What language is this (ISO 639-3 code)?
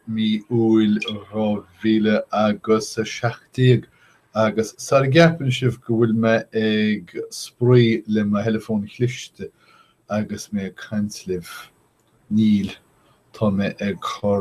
gle